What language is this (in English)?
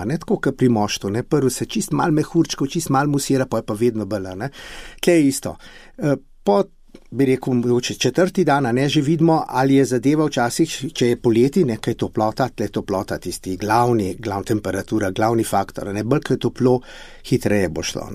Slovenian